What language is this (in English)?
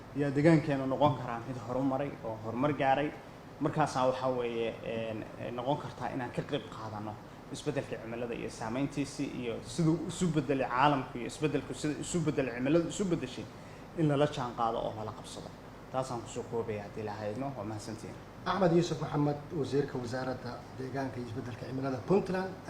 Somali